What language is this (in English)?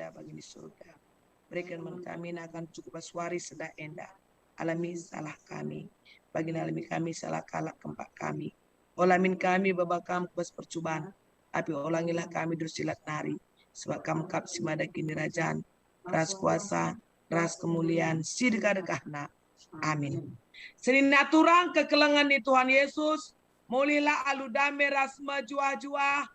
Batak Karo